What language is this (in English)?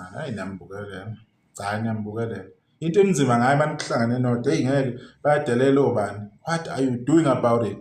Zulu